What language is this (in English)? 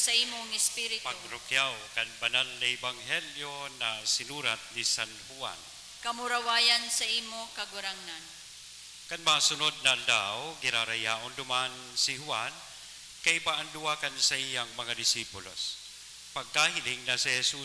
Bikol